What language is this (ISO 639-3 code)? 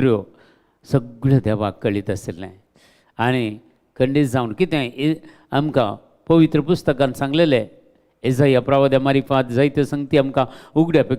kok